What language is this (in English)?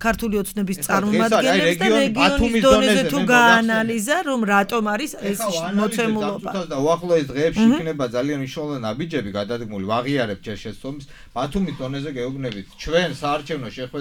Georgian